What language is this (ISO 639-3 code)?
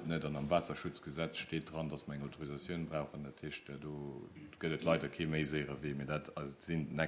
ltz